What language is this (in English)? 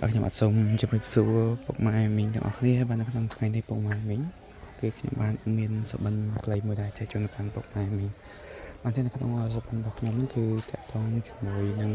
Khmer